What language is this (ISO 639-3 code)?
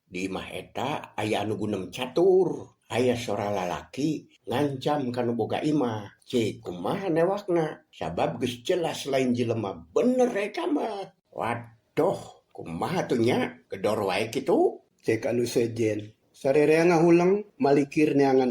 sun